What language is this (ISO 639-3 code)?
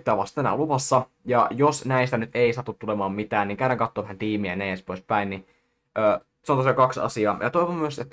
fin